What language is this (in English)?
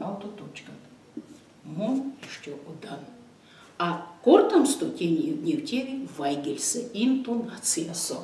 Erzya